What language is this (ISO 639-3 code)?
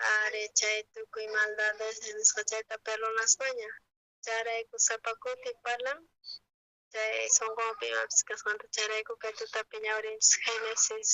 quh